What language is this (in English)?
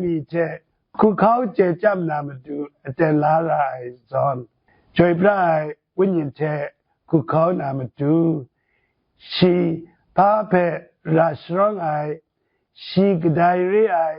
Kachin